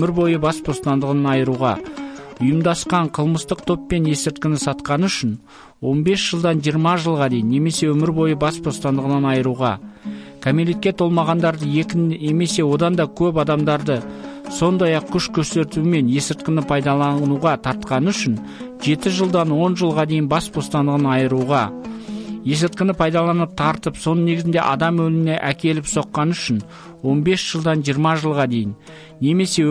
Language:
Kazakh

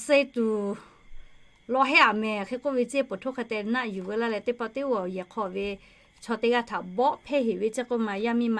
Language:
Lahu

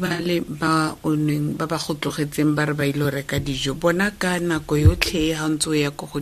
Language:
Tswana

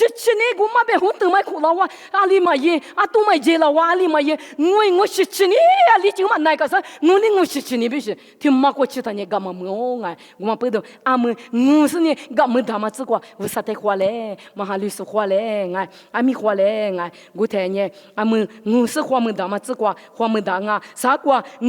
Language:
Lisu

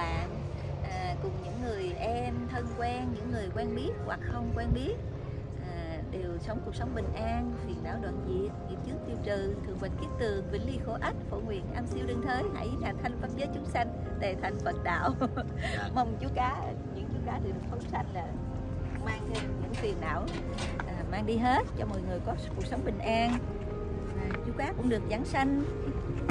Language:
Vietnamese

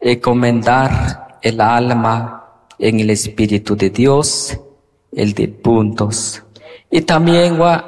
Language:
Kʼicheʼ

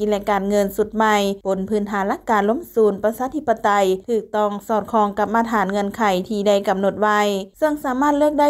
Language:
Lao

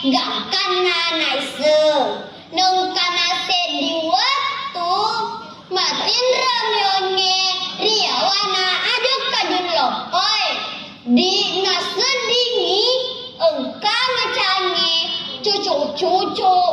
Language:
Buginese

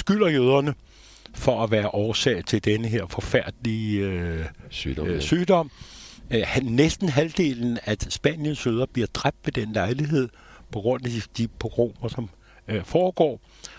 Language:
Danish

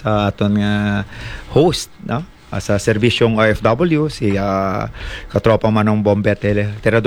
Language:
Hiligaynon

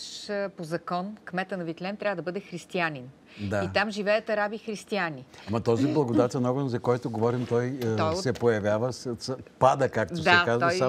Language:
Bulgarian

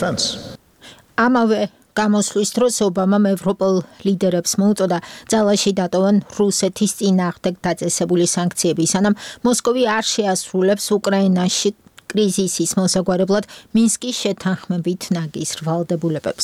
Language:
Georgian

